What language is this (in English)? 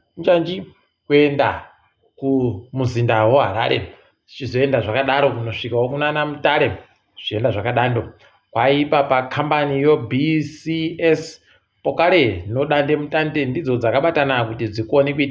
Ndau